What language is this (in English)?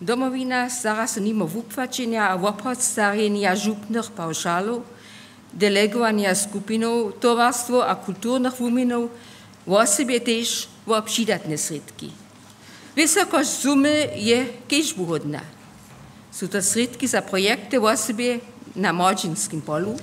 Upper Sorbian